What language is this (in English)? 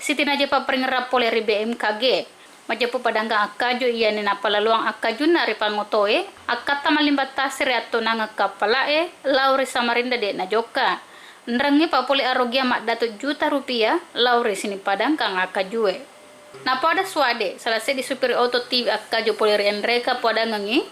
Buginese